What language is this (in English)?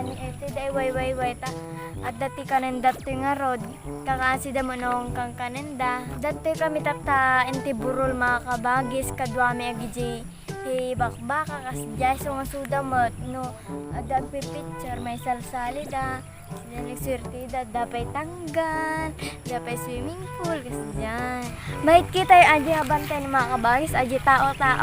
Iloko